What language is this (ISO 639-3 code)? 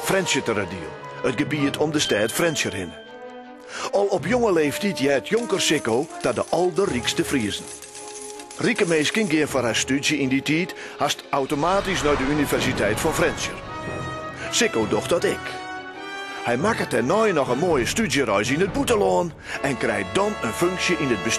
fry